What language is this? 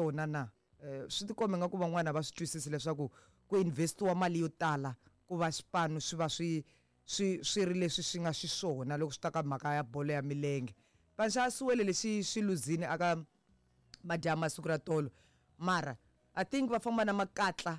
Tsonga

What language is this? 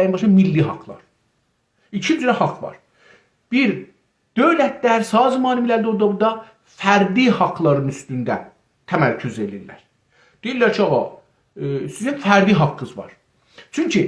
South Azerbaijani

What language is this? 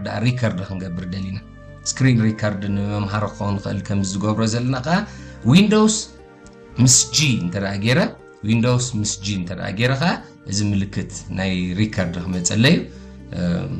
Tigrinya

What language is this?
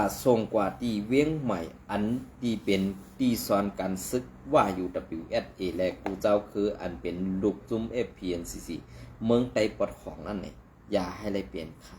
Shan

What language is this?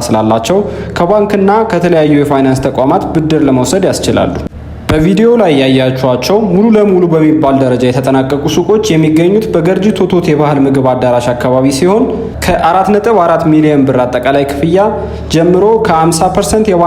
Amharic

